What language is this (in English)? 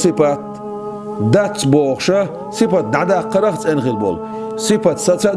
Chechen